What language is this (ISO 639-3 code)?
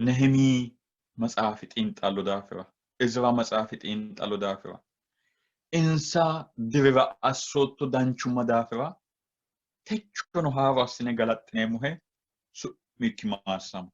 sid